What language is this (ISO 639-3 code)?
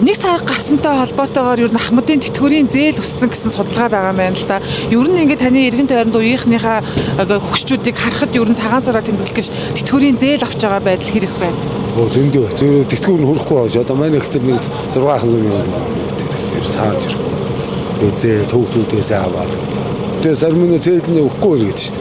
mon